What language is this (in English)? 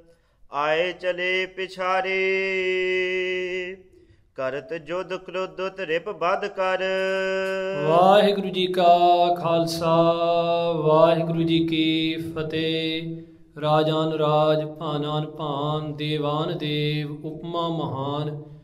Punjabi